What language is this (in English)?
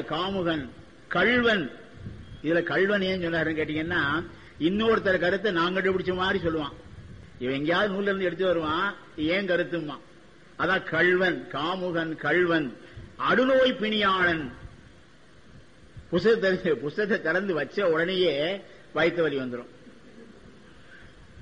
Tamil